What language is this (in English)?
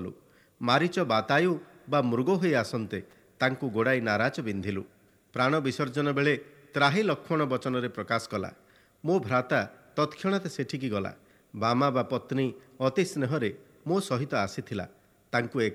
Odia